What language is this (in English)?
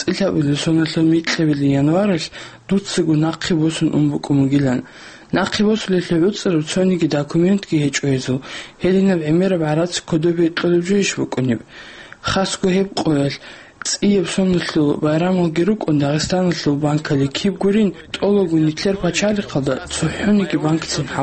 Avaric